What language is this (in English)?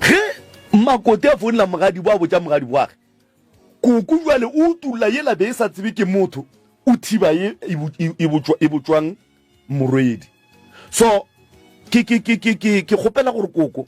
Northern Sotho